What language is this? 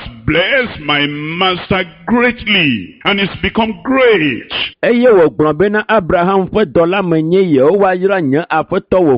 Ewe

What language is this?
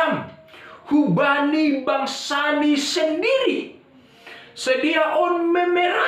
Batak Simalungun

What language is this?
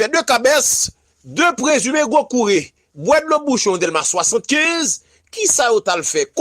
Haitian Creole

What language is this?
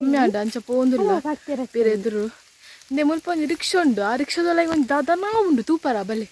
Tulu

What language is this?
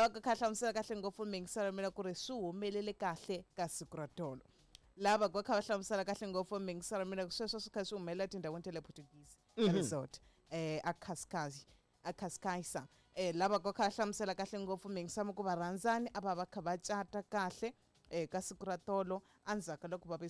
Tsonga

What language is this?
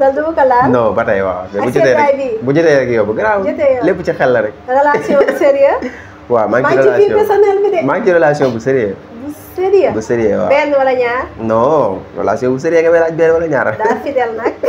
Wolof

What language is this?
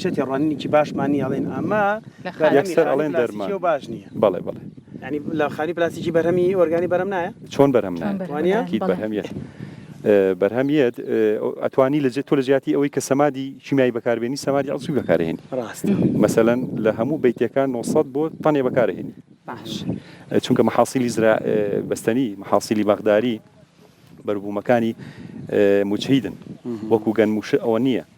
Central Kurdish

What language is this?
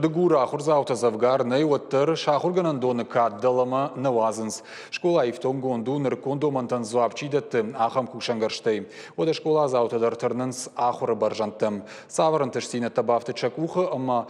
Ossetic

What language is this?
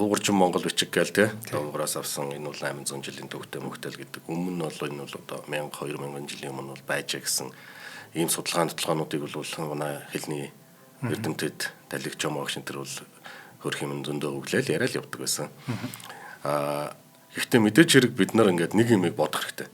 Mongolian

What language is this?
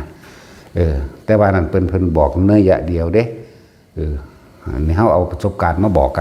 Northeastern Thai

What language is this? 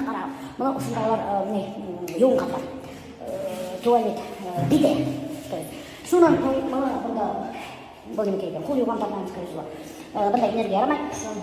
Bashkir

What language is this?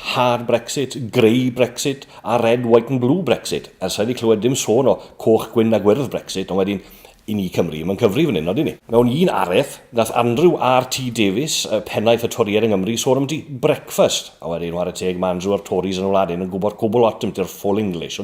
Welsh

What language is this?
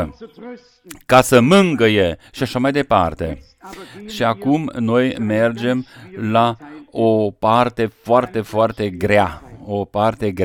Romanian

